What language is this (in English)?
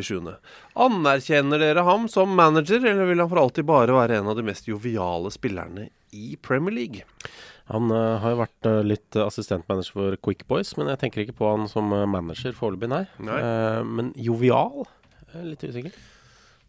Norwegian